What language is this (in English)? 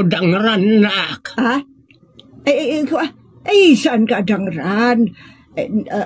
Iloko